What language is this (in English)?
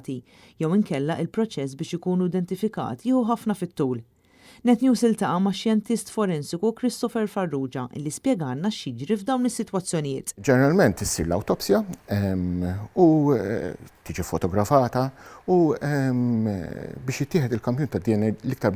Maltese